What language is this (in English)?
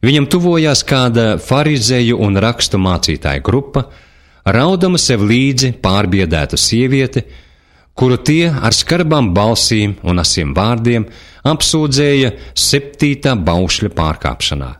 Latvian